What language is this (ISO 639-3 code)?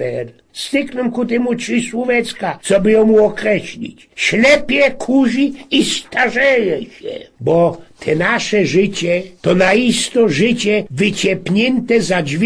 szl